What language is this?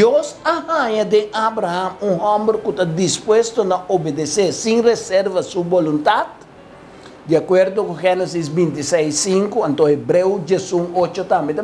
Papiamento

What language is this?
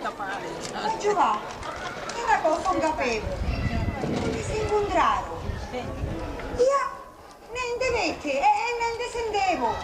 Sicilian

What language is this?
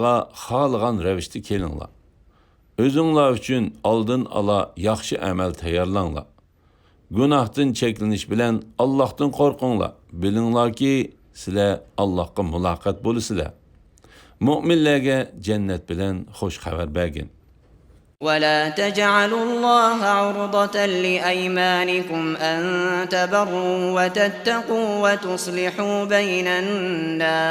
Uyghur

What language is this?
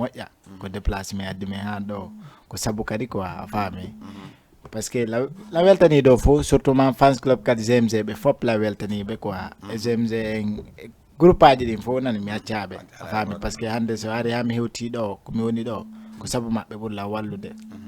Fula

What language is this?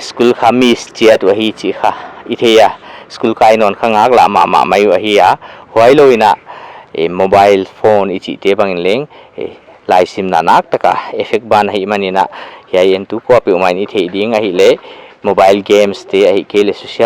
Paite Chin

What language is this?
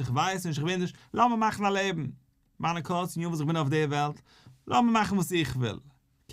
Yiddish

